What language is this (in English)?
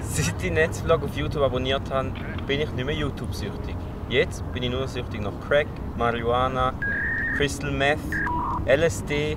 Swiss German